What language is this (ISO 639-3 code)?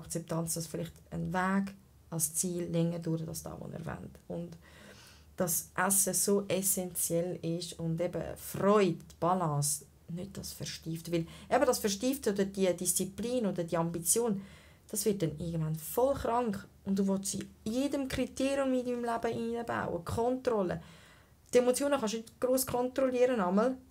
gsw